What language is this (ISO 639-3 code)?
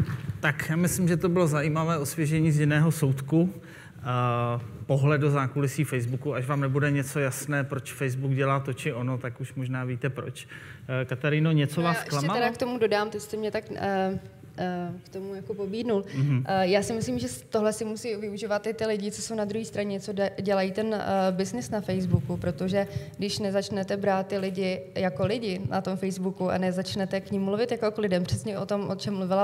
ces